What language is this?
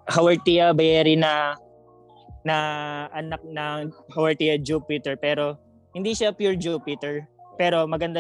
Filipino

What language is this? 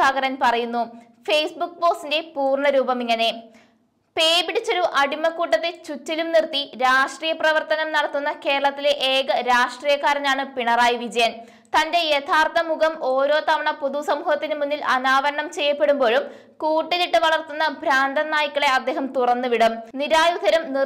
Malayalam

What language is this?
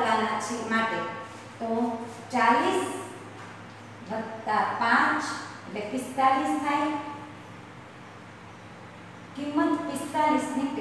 Gujarati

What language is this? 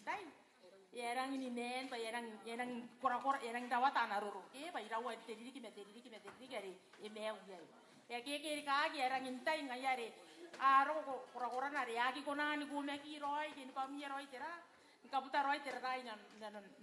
Gilbertese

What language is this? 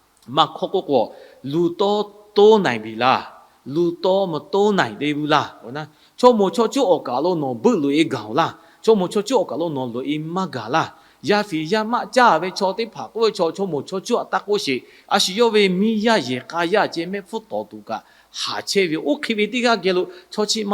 Lahu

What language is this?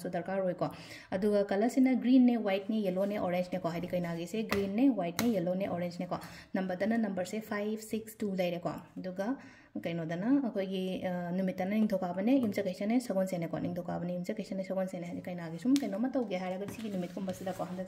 Manipuri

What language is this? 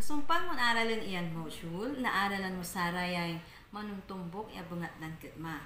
Pangasinan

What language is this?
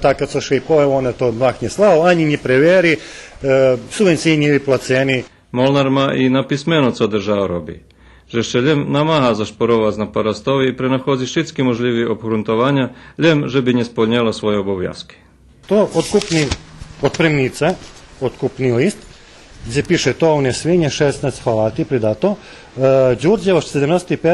Rusyn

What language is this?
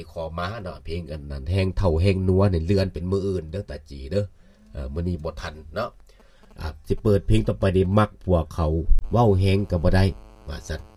Lao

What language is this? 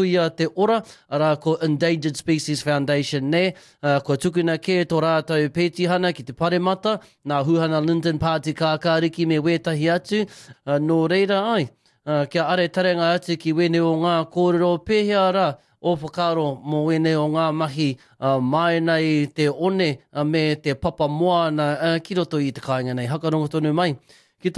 Māori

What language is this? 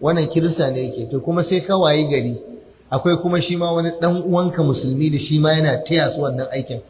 Hausa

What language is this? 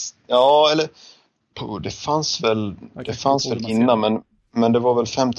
Swedish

